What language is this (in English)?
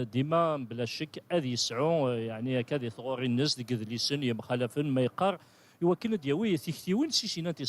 Kabyle